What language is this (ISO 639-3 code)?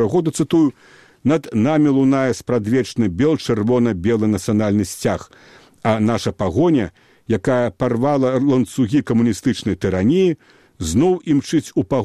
bel